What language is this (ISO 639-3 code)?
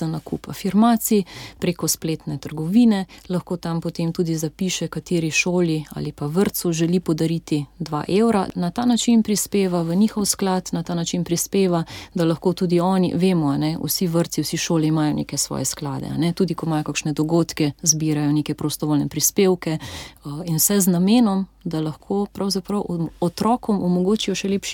slv